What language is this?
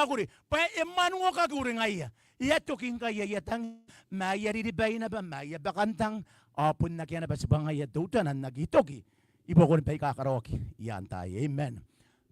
Gilbertese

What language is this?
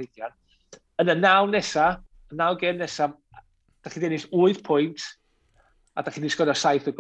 Welsh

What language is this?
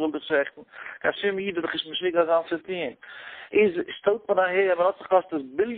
Yiddish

